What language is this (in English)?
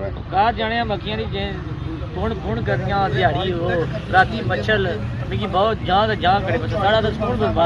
Pahari-Potwari